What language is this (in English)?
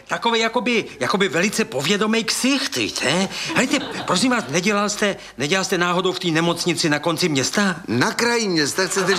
Czech